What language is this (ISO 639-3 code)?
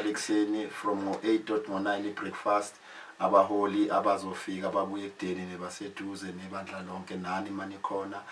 zul